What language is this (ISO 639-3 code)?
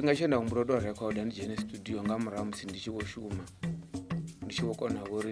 ven